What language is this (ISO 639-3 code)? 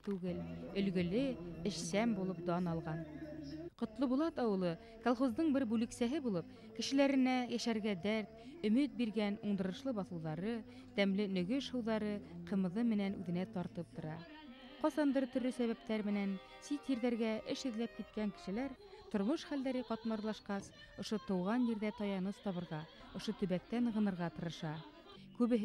bak